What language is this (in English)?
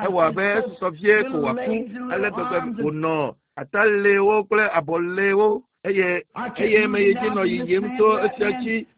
Ewe